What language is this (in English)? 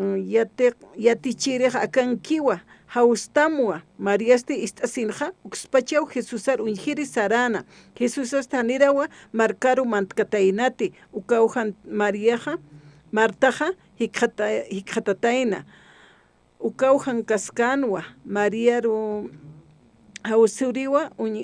Aymara